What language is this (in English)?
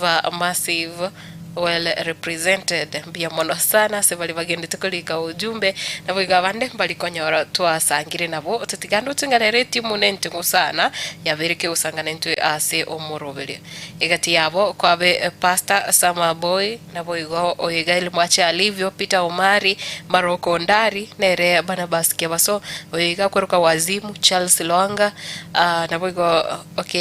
Gusii